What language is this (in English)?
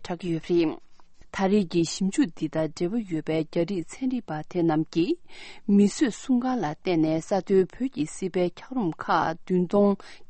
Tibetan